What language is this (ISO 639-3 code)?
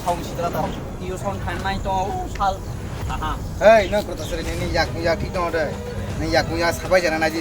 trp